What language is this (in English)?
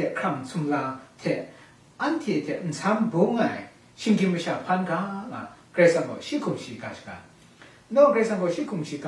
Kachin